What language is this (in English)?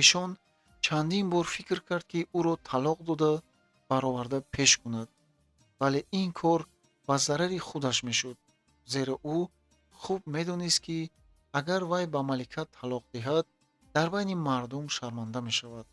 Tajik